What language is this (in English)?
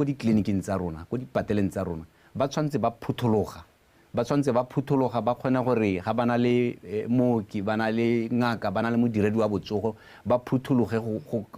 Tswana